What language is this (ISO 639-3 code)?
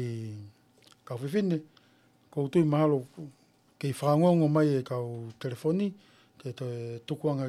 ton